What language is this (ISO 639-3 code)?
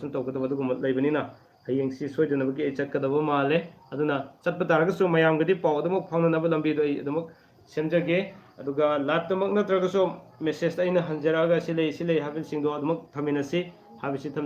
mni